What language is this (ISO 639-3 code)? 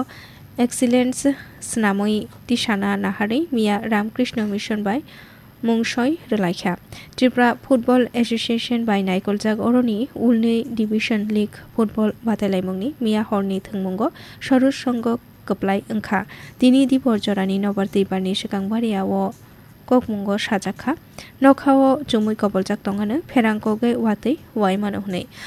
trp